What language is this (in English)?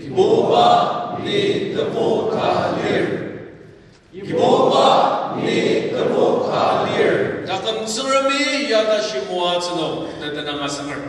Ao Naga